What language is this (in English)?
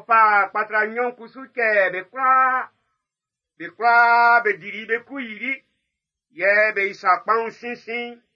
Baoulé